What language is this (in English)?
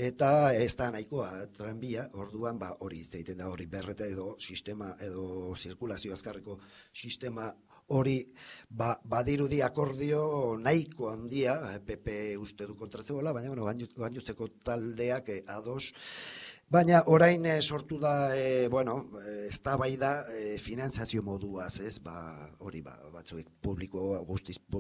Basque